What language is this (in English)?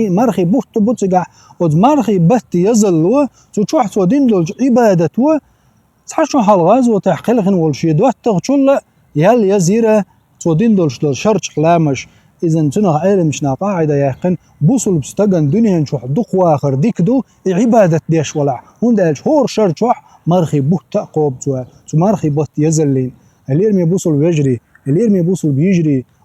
Chechen